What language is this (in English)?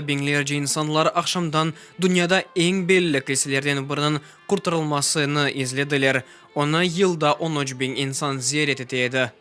Crimean Tatar